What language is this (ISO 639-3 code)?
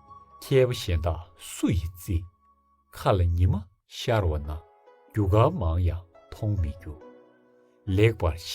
bod